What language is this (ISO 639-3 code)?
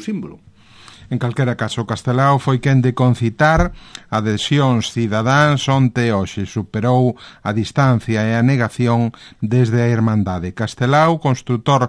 glg